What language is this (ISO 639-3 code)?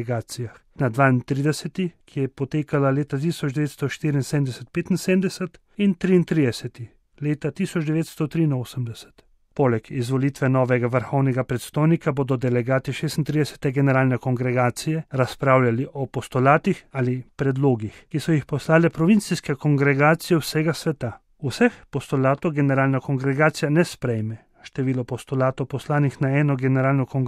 slv